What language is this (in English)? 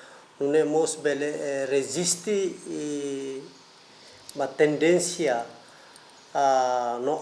Tetum